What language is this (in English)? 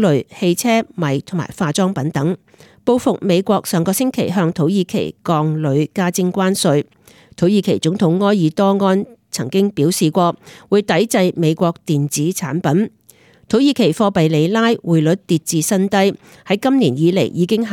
Cantonese